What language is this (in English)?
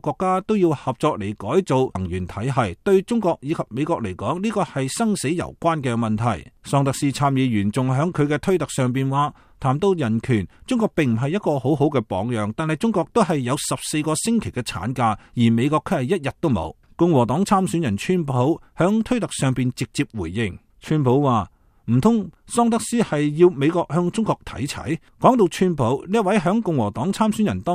Cantonese